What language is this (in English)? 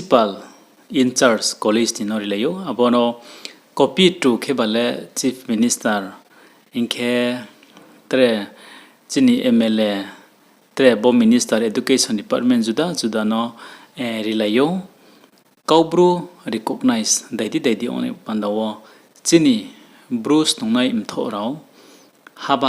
Riang (India)